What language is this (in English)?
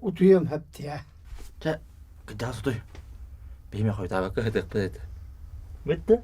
Yakut